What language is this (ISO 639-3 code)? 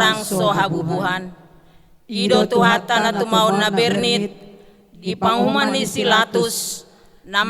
bbc